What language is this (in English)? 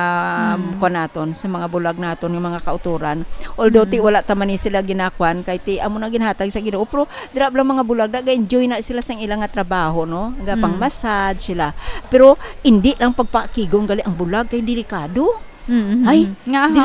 Hiligaynon